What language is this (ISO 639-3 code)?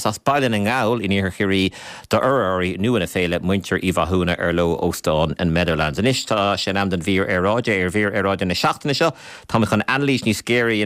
gle